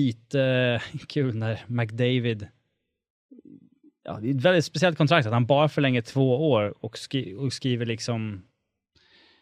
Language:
Swedish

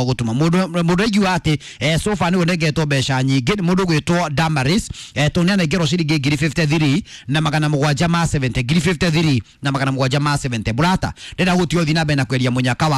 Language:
Kikuyu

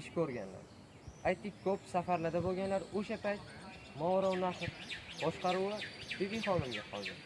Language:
Uzbek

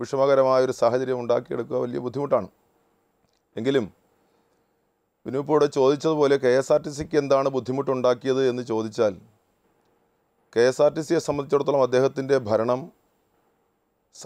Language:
Malayalam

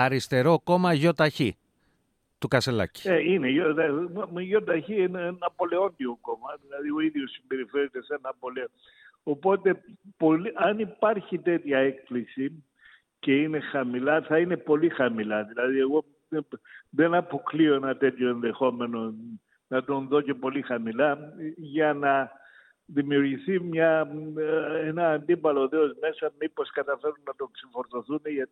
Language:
Greek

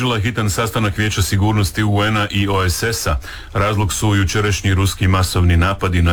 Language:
Croatian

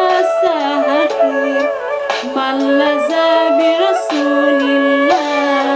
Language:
Minangkabau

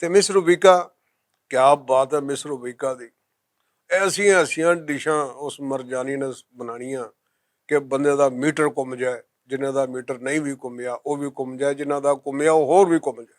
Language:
Western Panjabi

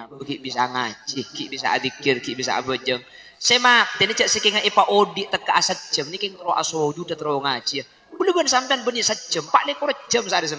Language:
Madurese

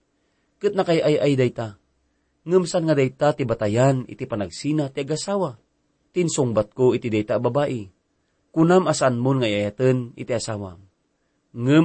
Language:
Iloko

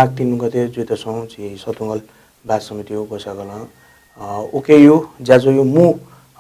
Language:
Newari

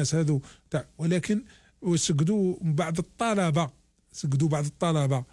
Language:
Algerian Arabic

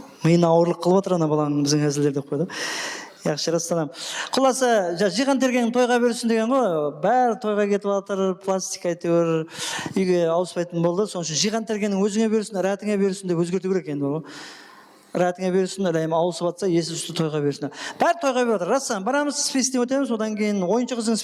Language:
Kara-Kalpak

